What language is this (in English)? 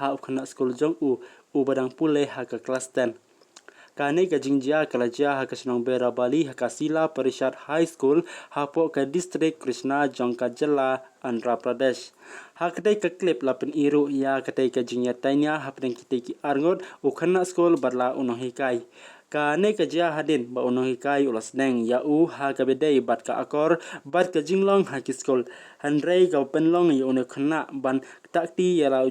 Khasi